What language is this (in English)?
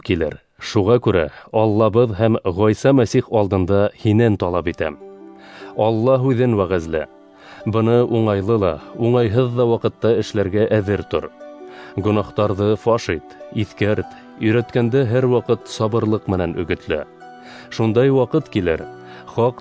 Bashkir